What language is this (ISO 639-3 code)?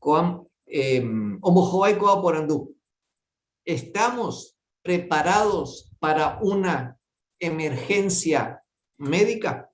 grn